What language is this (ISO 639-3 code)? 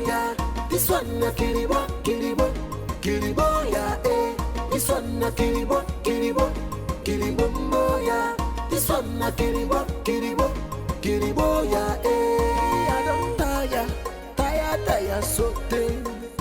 pcm